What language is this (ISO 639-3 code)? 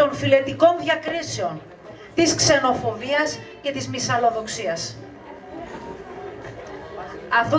ell